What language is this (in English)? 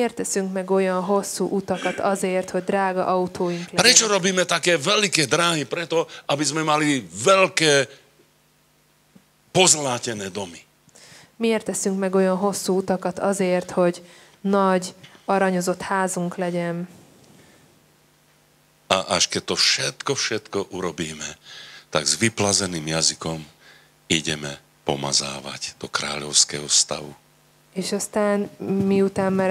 Slovak